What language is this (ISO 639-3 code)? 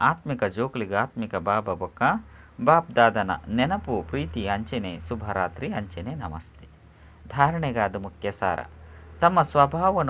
tcy